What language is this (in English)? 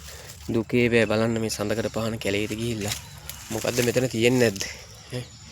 Sinhala